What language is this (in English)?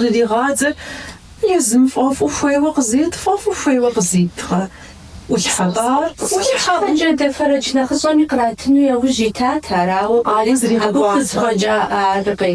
Kabardian